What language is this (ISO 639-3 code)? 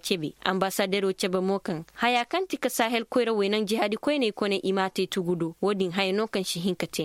ses